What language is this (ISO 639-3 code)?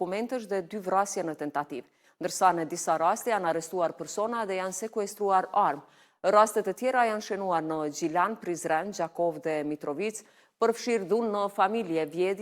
sqi